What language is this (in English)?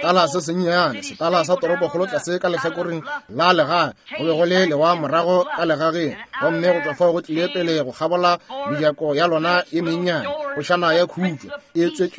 Northern Sotho